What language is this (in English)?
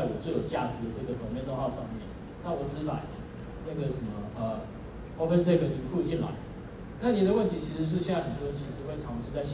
Chinese